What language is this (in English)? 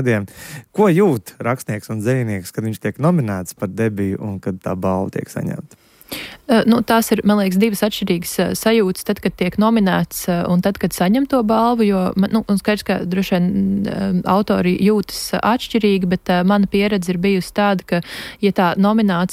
Latvian